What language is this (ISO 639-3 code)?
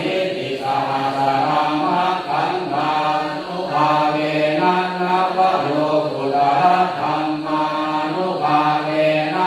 pli